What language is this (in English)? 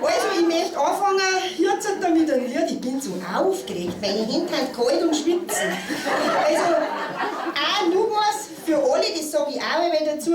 Bavarian